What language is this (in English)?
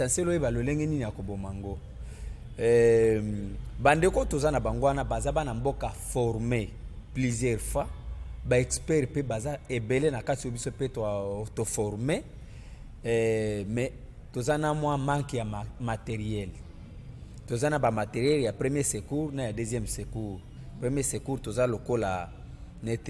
Lingala